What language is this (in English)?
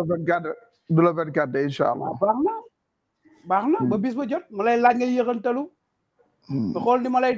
Wolof